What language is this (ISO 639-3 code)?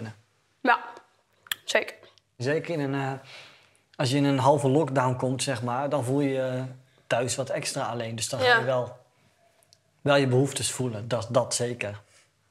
nld